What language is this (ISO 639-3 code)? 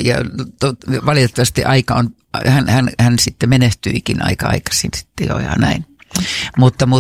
fin